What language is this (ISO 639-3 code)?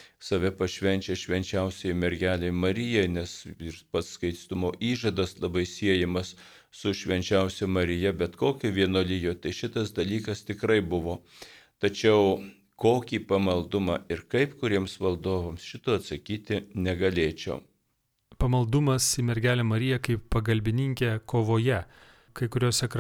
lit